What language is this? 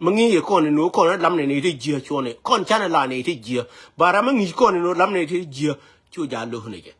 Nuer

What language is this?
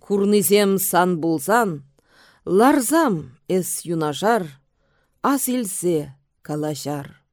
Chuvash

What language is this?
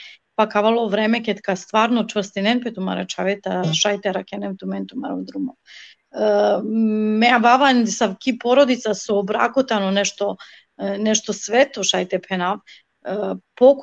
Balkan Romani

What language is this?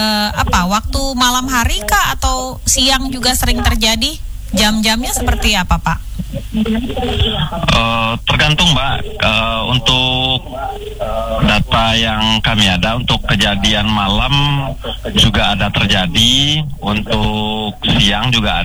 Indonesian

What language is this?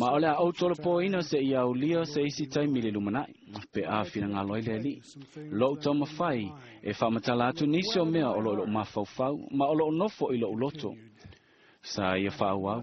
Samoan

